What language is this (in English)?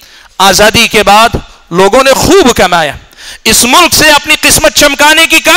Urdu